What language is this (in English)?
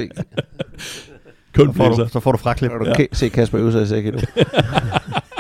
Danish